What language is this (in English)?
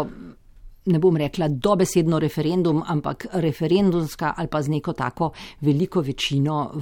Slovenian